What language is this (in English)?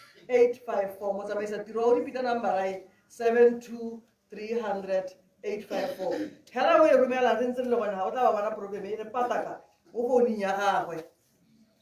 Tswana